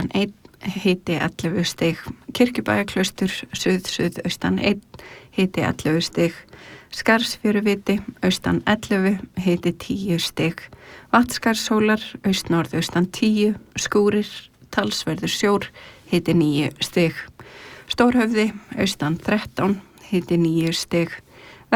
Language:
Icelandic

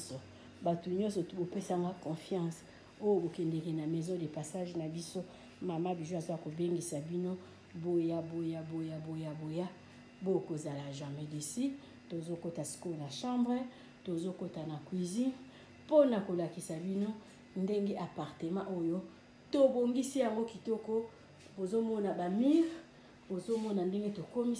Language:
Lingala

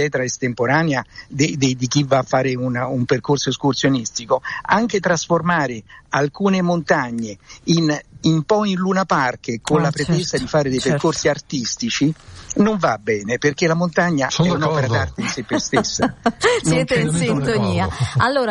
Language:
Italian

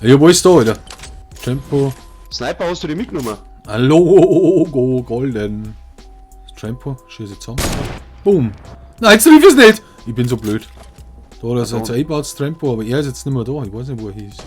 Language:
Bavarian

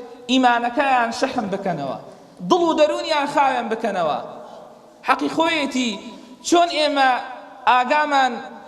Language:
Central Kurdish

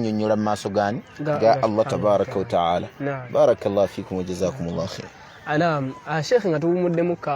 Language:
Ganda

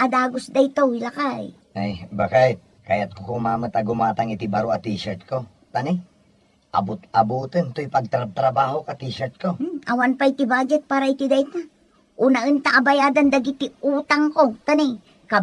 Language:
Iloko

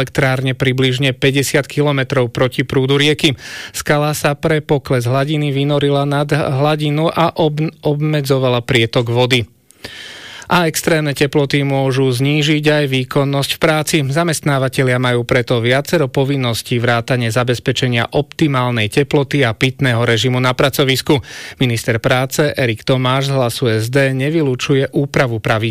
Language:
Slovak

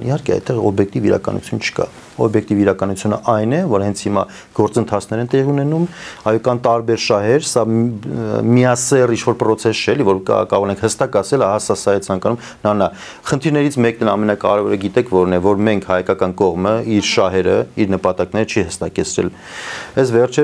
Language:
Armenian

